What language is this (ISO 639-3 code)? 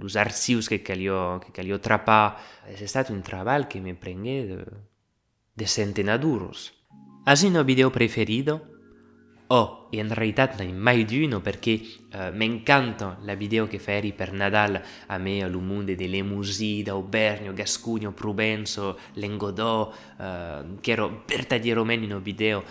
oci